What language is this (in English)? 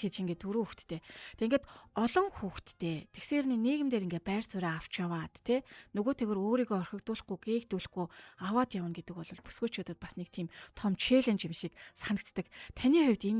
Mongolian